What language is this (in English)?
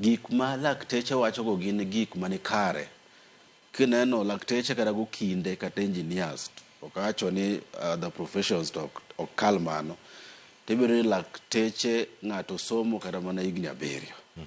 Luo (Kenya and Tanzania)